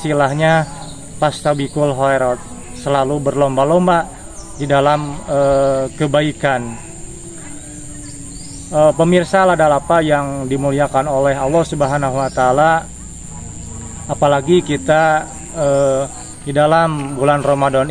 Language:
Indonesian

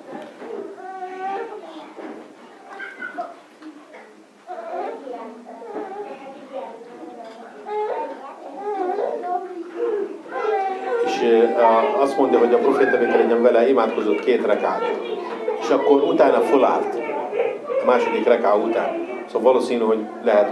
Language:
Hungarian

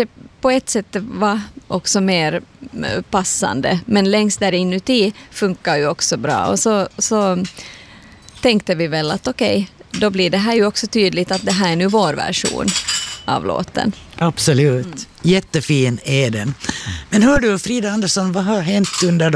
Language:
Swedish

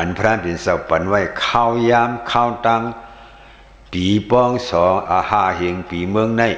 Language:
Shan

